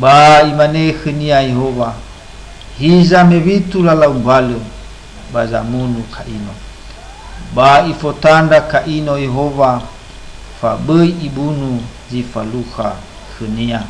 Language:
Nias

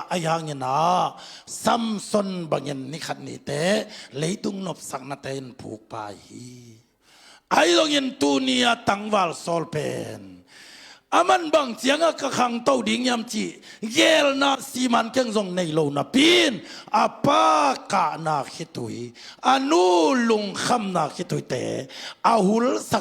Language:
Tedim Chin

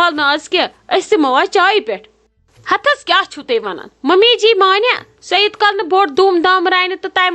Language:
Kashmiri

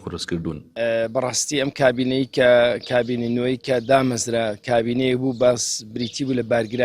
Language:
Central Kurdish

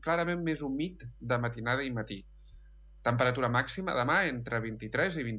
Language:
Catalan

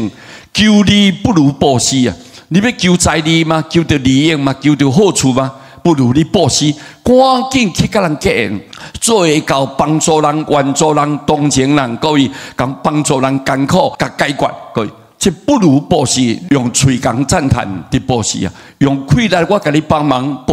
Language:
Min Nan Chinese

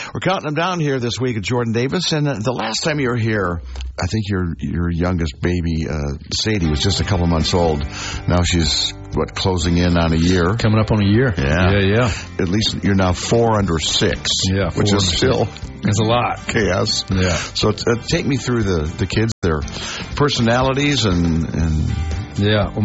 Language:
English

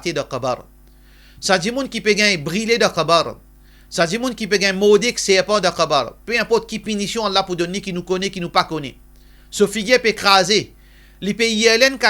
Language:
Morisyen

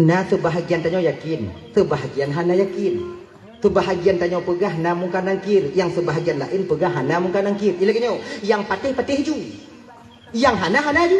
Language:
Achinese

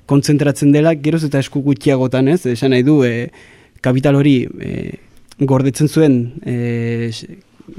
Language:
Basque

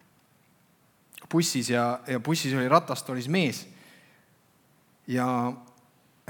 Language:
Estonian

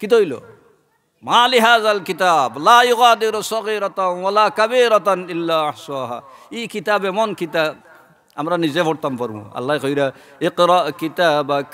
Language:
Sylheti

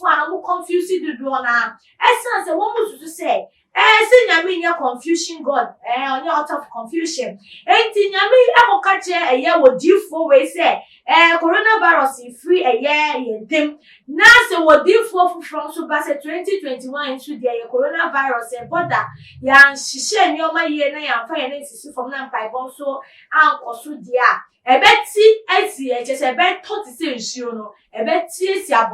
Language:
Akan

